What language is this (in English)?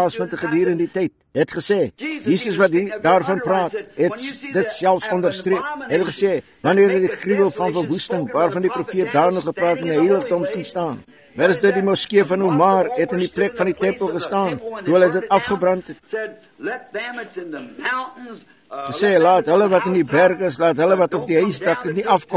Afrikaans